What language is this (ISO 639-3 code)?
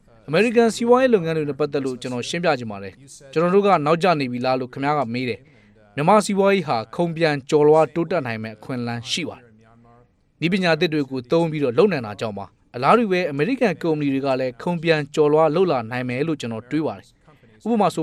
mya